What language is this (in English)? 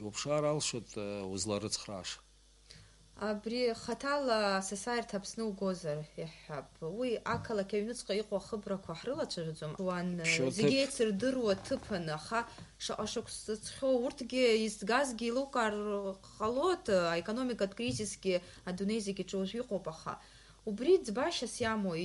Abkhazian